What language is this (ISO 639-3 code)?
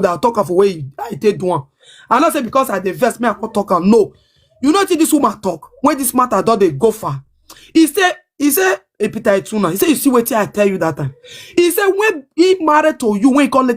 pcm